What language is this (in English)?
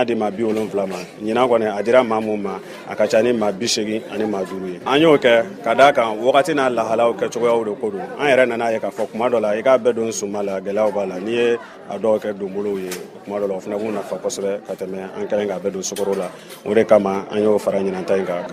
Bambara